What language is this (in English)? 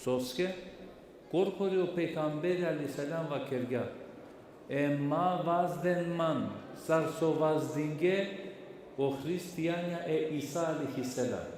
Balkan Romani